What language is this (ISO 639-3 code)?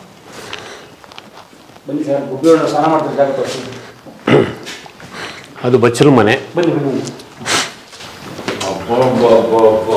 kan